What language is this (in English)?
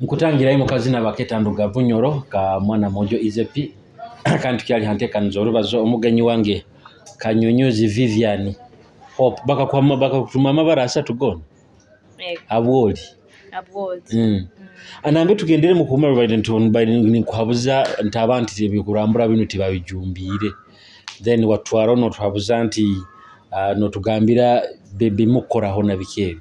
Nyoro